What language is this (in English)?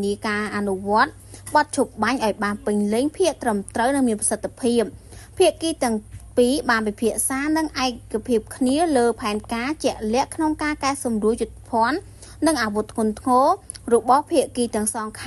Khmer